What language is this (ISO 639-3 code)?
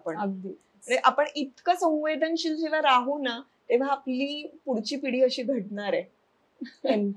mar